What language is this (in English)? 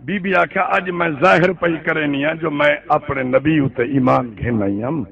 Saraiki